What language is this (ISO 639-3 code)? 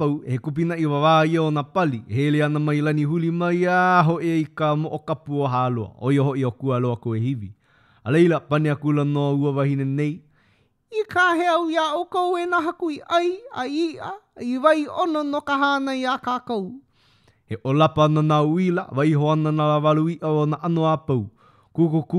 haw